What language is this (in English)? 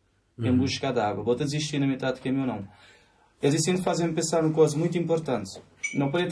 Kabuverdianu